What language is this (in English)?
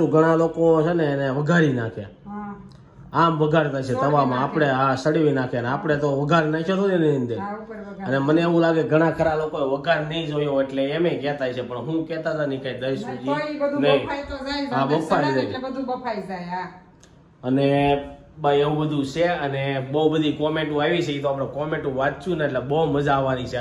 Gujarati